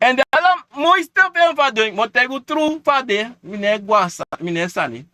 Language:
Sranan Tongo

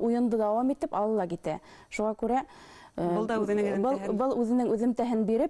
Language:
Bashkir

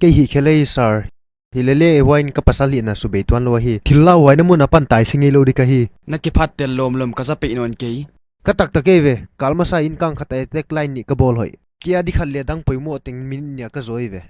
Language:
Paite Chin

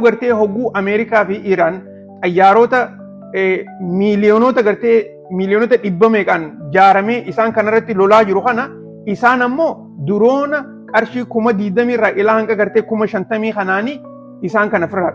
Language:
Oromo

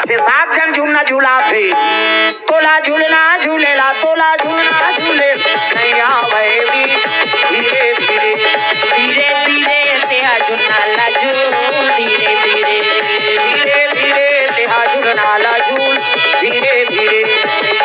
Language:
Chhattisgarhi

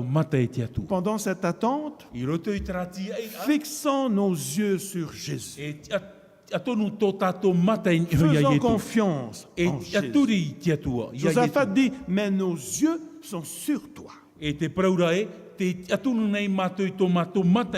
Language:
Tahitian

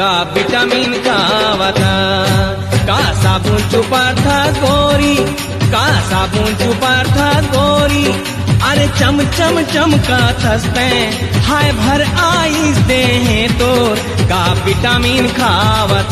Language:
Chhattisgarhi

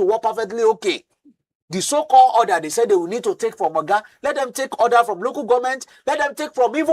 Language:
Nigerian Pidgin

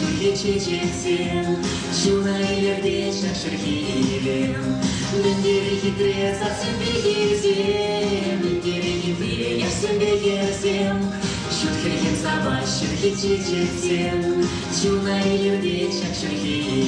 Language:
Chuvash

